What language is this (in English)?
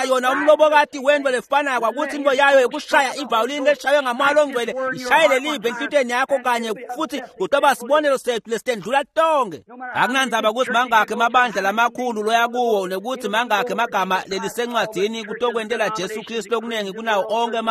Swati